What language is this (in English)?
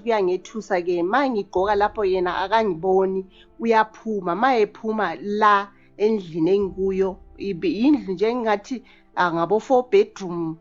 Zulu